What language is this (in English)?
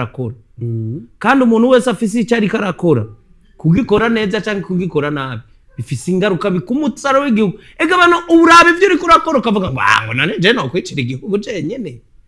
Rundi